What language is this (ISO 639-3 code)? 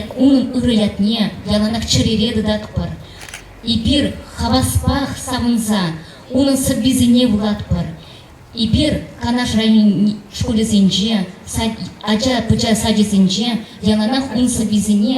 chv